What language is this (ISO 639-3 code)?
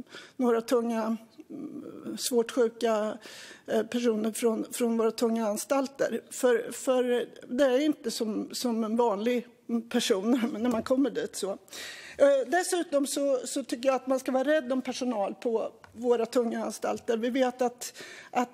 swe